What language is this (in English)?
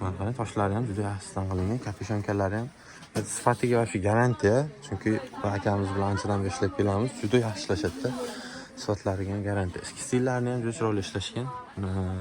Uzbek